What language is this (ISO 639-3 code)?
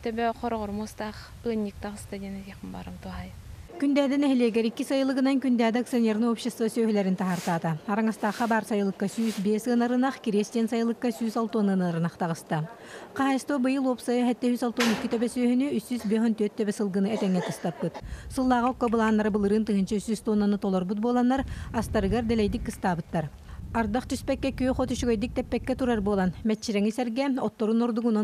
sah